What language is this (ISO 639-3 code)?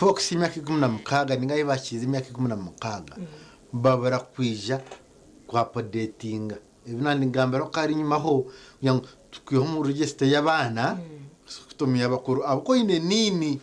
nyn